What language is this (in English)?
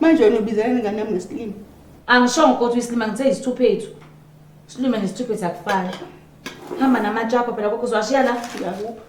Zulu